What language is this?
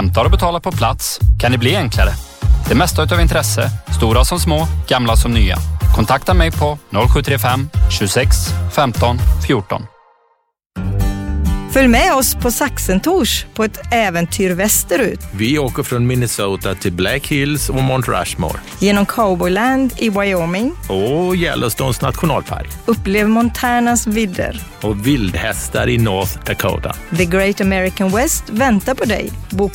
Swedish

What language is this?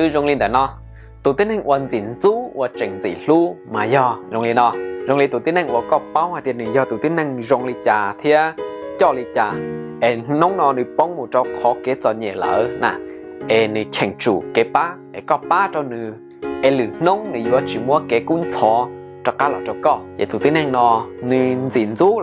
Hmong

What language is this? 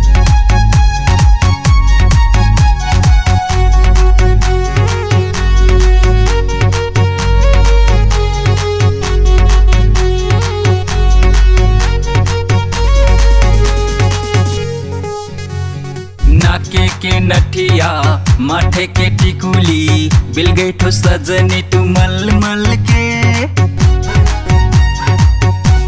Bhojpuri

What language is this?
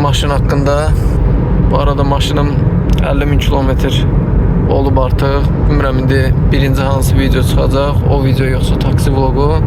Azerbaijani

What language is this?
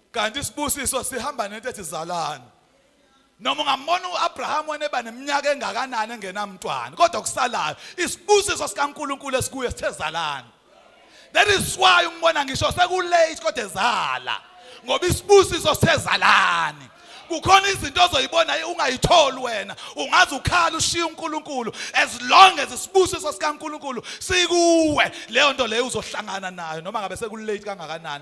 Zulu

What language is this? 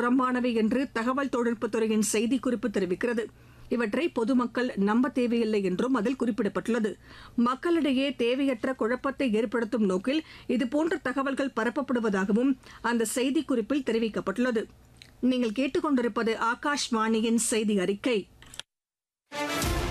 Tamil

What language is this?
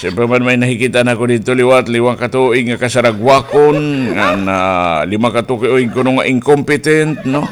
Waray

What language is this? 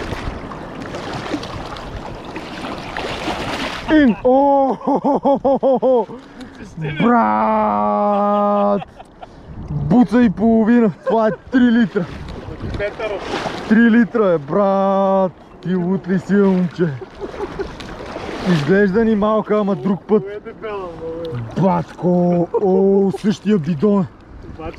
Bulgarian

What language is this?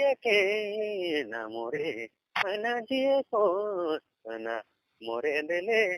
Sadri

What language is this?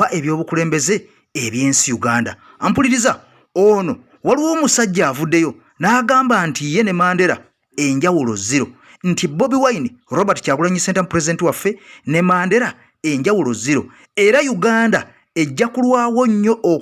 Ganda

